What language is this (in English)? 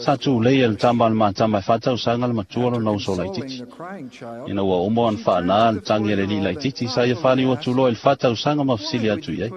Samoan